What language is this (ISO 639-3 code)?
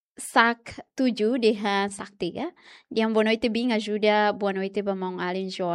tet